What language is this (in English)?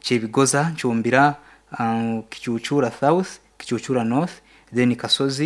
Nyankole